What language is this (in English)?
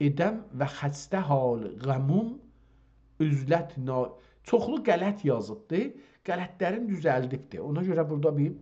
South Azerbaijani